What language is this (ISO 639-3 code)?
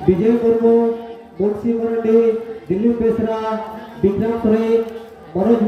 sat